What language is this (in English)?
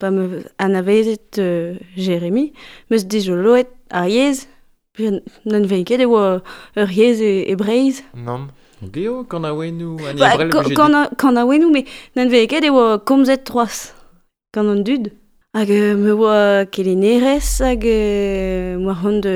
Breton